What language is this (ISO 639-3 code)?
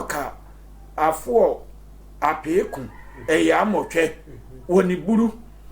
sfw